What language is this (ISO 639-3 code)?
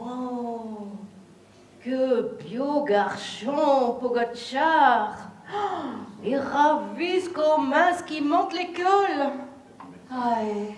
pcd